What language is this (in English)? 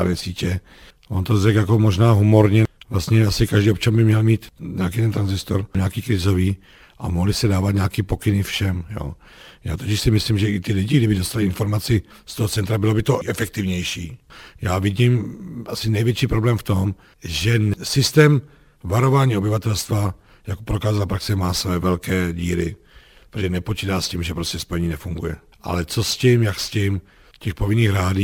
Czech